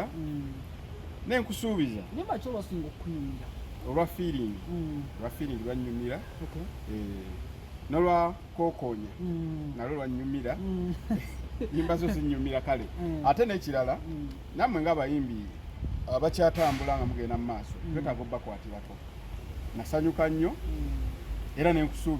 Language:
Ganda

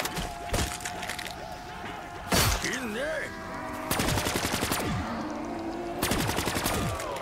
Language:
English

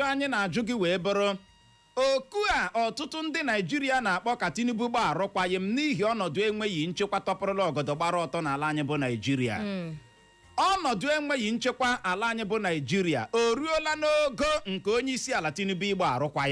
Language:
Igbo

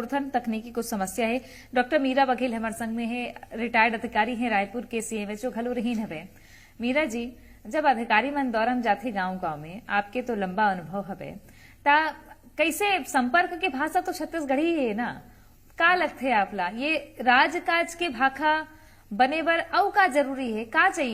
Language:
Chhattisgarhi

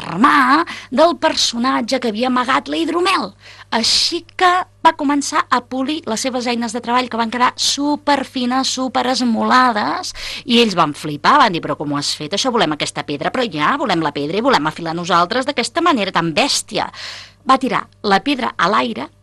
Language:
Catalan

